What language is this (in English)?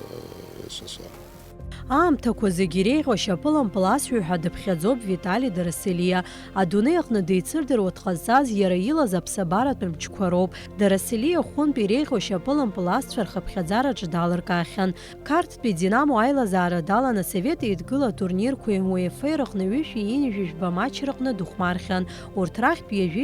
Abkhazian